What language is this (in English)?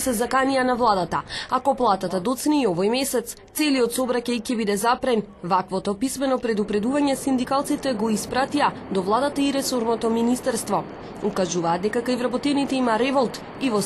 Macedonian